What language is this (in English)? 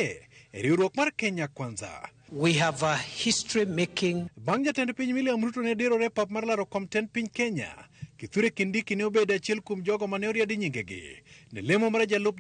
Luo (Kenya and Tanzania)